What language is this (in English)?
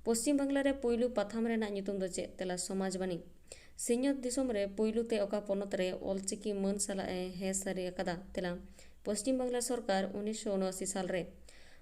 Santali